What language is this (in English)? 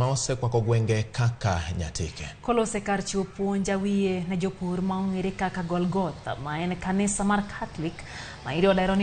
Luo (Kenya and Tanzania)